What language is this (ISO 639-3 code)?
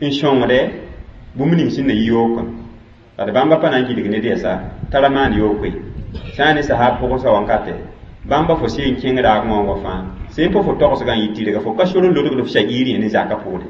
mos